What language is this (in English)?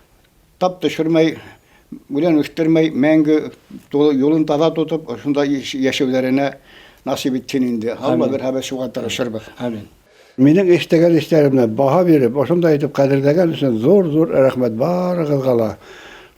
Bashkir